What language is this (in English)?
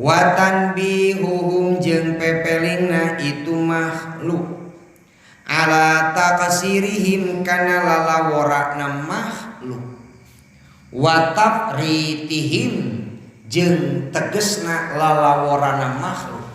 Sundanese